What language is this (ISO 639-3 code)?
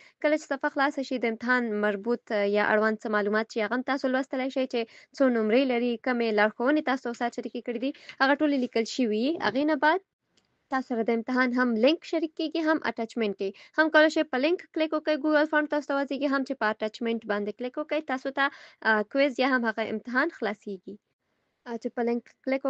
pus